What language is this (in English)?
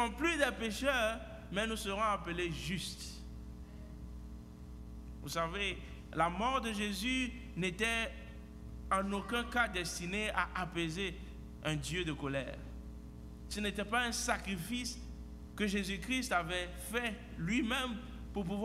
French